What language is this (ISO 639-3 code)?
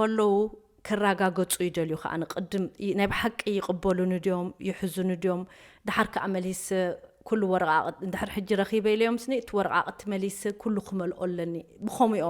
tir